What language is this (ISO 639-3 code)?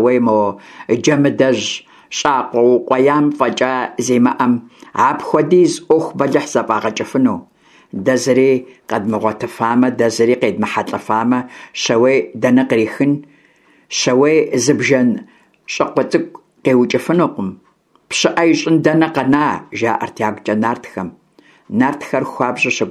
kbd